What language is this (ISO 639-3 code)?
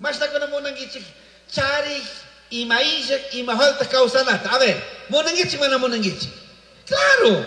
qug